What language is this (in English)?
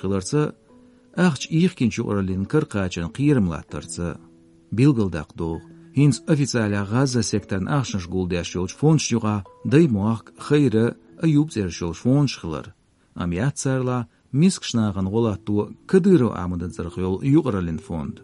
Chechen